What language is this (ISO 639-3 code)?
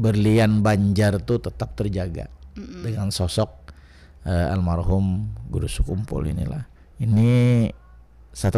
bjn